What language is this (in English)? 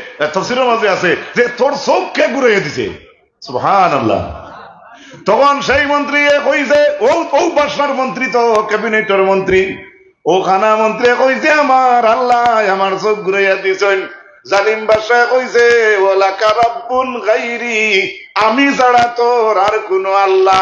Sylheti